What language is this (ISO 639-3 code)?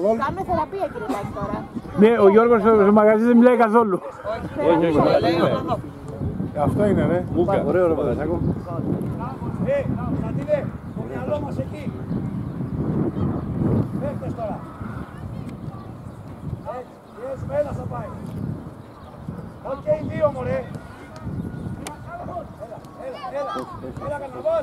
ell